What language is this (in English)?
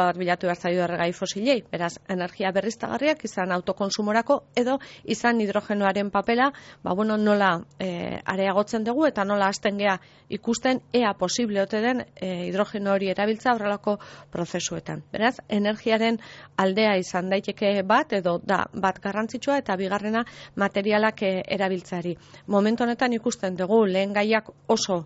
Basque